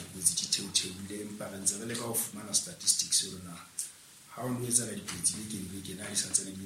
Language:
Southern Sotho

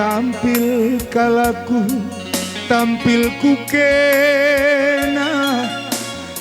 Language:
Batak Karo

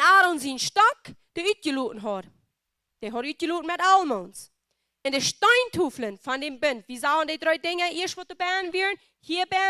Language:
Plautdietsch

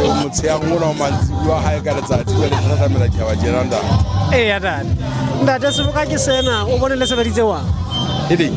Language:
Southern Sotho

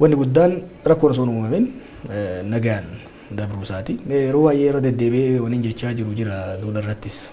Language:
Oromo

